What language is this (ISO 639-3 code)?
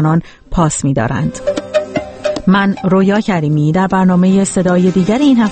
fas